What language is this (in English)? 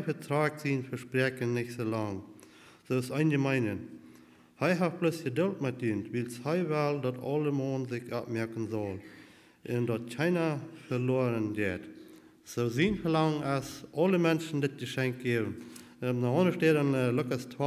Plautdietsch